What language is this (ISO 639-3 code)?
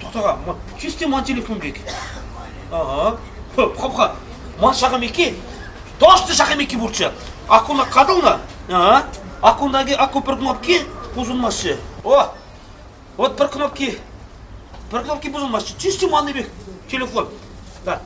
chv